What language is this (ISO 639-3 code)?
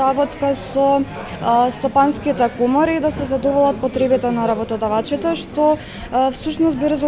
mkd